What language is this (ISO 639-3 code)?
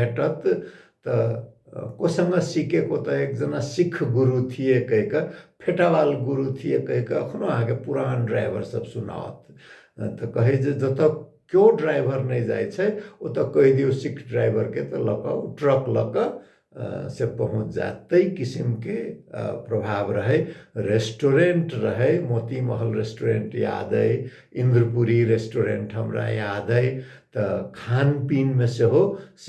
mai